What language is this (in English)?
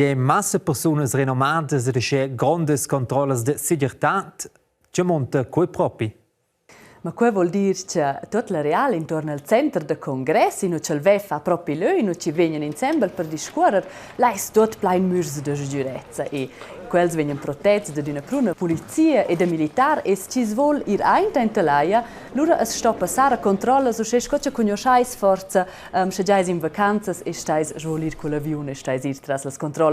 Romansh